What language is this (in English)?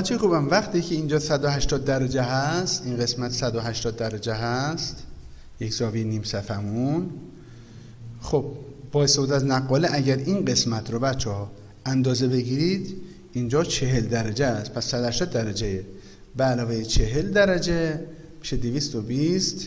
Persian